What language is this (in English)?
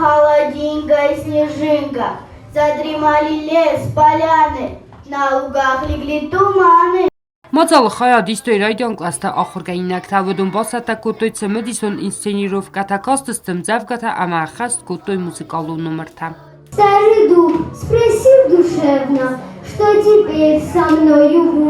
Ossetic